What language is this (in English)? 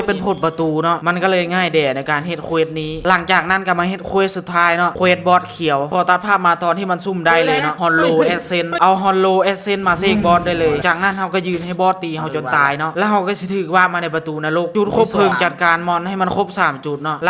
Lao